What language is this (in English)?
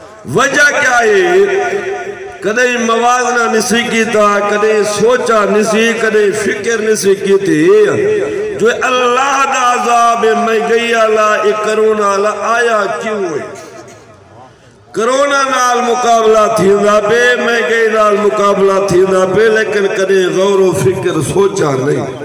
Saraiki